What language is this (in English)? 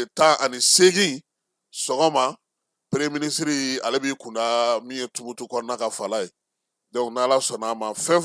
Bambara